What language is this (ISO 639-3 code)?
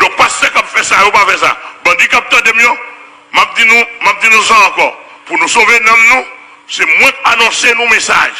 hat